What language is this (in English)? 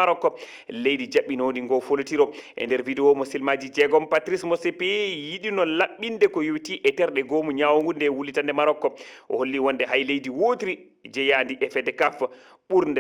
Fula